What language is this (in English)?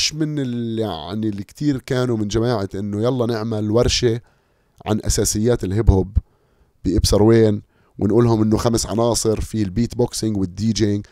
North Levantine Arabic